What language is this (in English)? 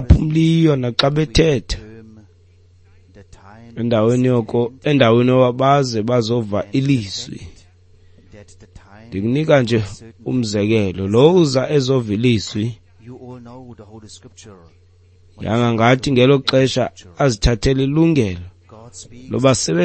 Xhosa